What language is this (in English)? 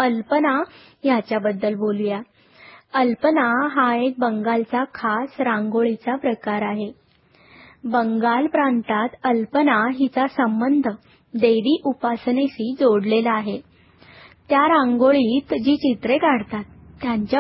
Marathi